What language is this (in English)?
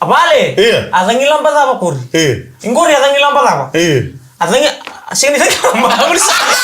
Fijian